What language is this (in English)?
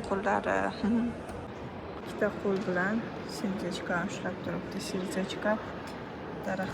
Uzbek